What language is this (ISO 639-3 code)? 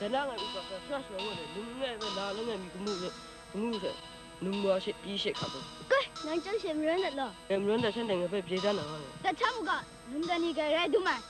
kac